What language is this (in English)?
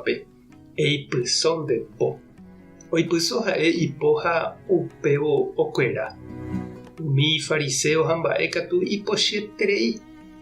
Guarani